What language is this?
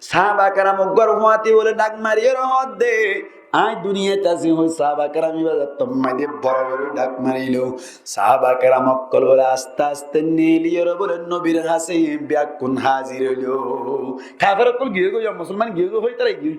Rohingya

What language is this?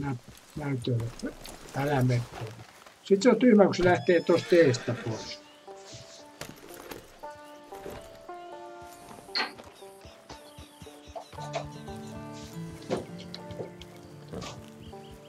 Finnish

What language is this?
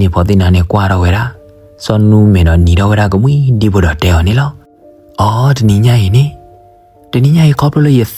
S'gaw Karen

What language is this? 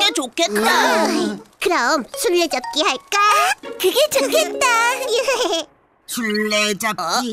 Korean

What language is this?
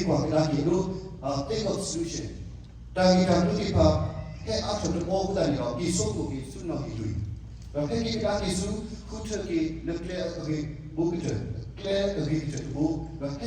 S'gaw Karen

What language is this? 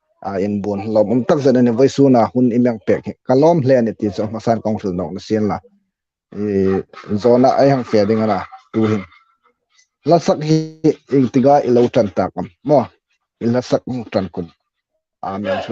Hmar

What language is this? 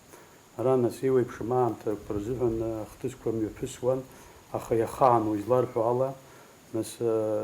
Abkhazian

